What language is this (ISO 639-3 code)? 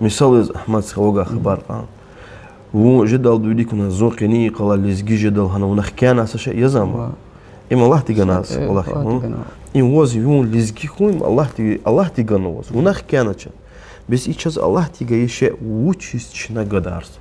lez